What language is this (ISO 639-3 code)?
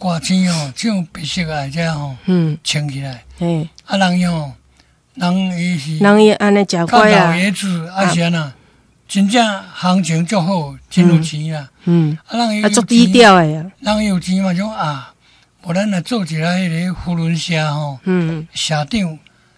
nan